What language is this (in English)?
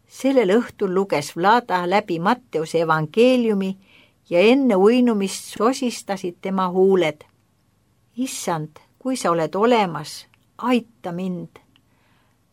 Estonian